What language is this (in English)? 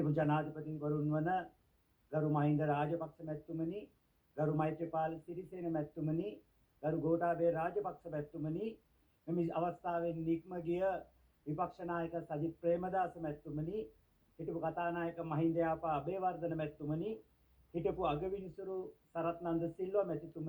Sinhala